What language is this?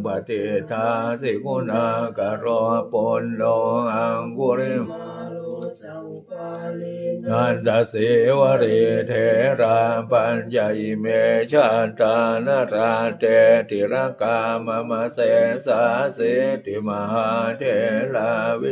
Pali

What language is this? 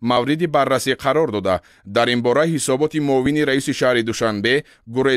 Tajik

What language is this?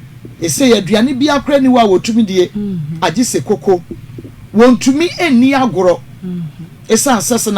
Akan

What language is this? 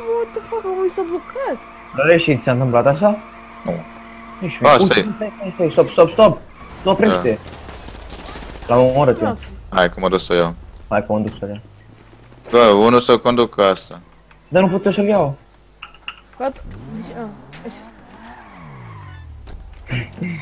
Romanian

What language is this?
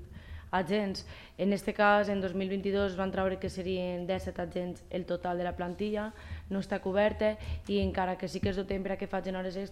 Catalan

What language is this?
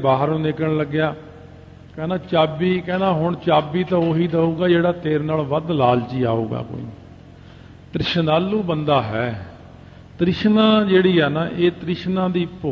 Punjabi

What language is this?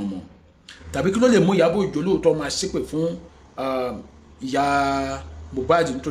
Yoruba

